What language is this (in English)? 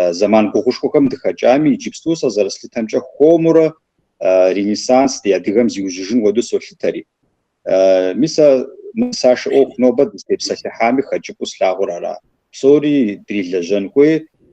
Kabardian